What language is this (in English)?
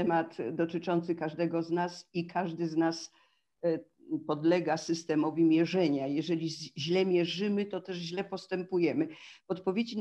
Polish